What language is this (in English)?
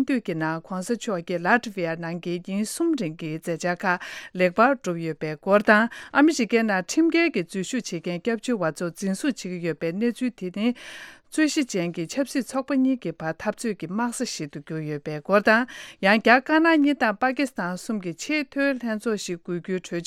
Tibetan